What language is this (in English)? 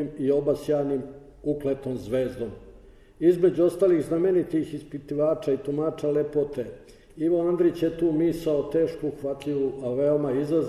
Serbian